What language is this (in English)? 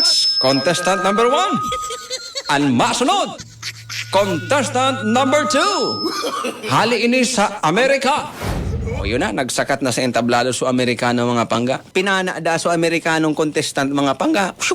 Bikol